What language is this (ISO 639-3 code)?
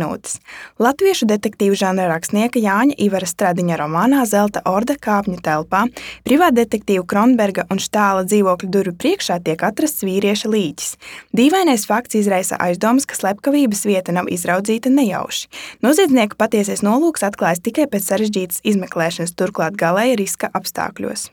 lav